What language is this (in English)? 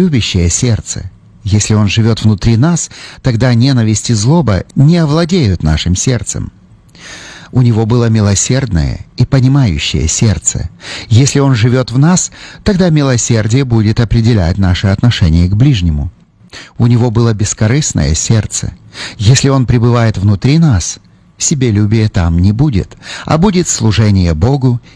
Russian